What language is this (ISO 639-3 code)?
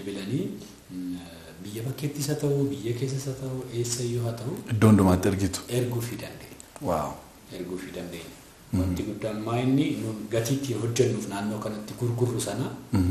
orm